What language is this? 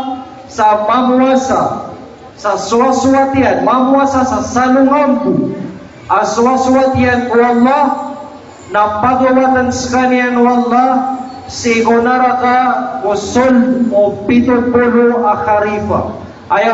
Maranao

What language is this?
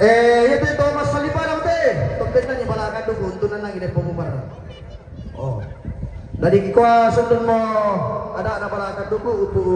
Toraja-Sa'dan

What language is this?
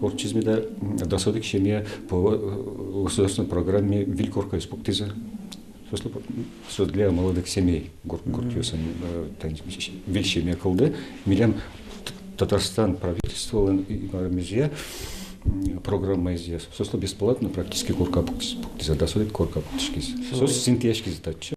Udmurt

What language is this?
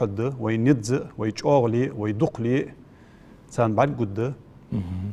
Ingush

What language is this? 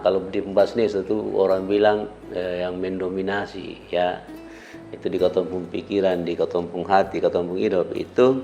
Kupang Malay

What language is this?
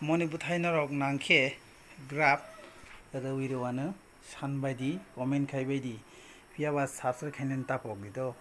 Kok Borok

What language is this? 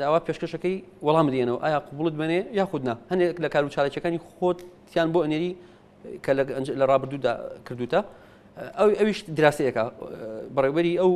Central Kurdish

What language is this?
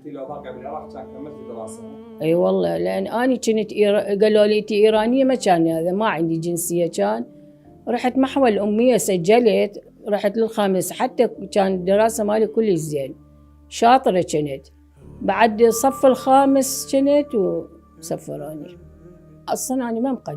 Mesopotamian Arabic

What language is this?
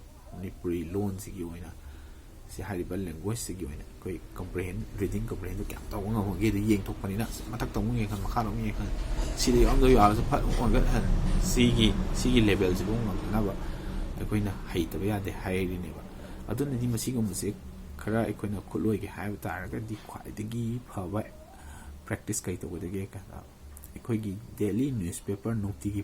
Manipuri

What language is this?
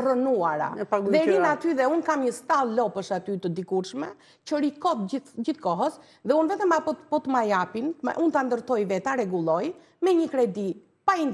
Albanian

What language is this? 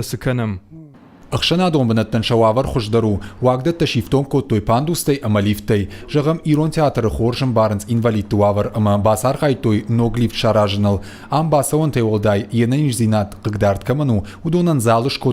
Ossetic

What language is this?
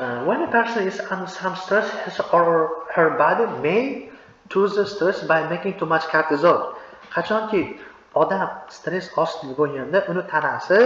Uzbek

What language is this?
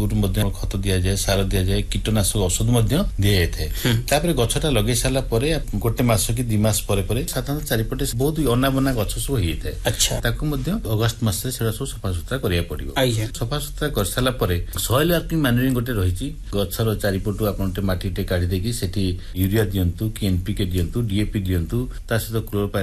Odia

